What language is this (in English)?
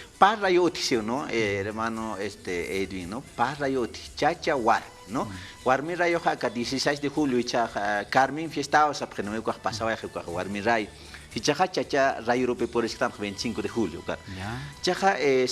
Aymara